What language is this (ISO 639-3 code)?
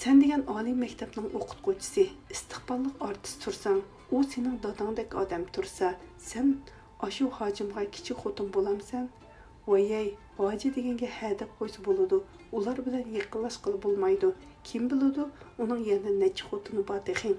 uig